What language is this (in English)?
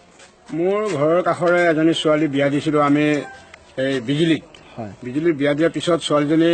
Assamese